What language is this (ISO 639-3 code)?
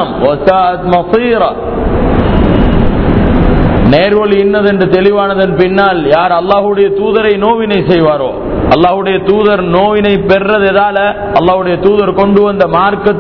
tam